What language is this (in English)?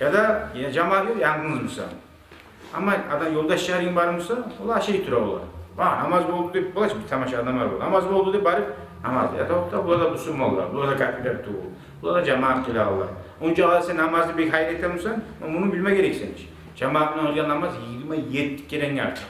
Kumyk